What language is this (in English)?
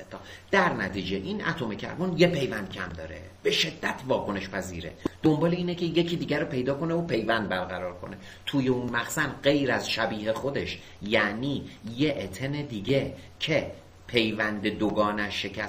Persian